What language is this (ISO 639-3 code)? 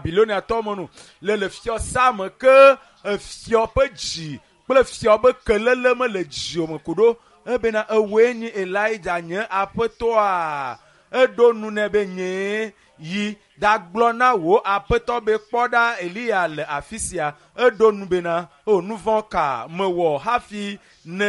ewe